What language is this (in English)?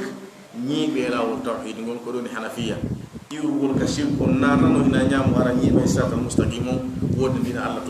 Fula